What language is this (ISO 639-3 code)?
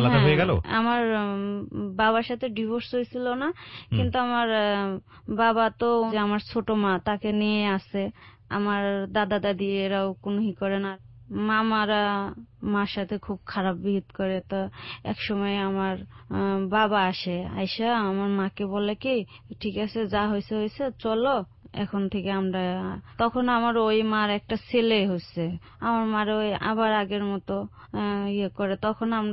ben